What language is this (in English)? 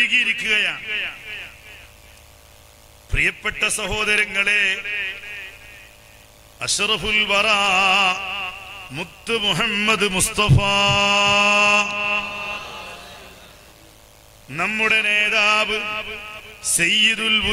Malayalam